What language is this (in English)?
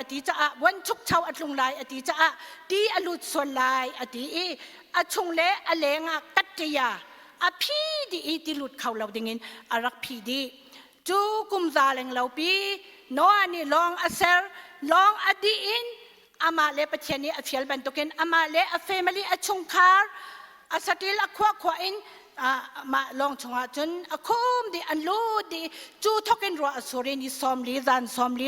Hakha Chin